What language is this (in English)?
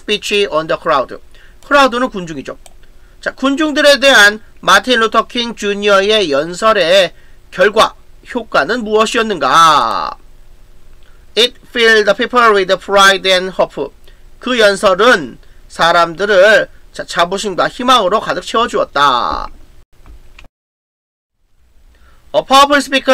Korean